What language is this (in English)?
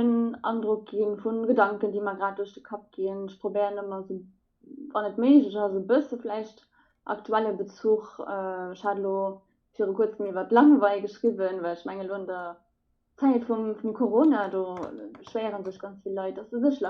Luxembourgish